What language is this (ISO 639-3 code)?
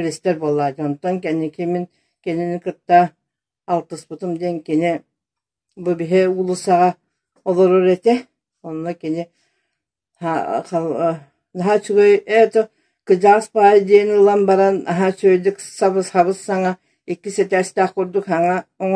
sah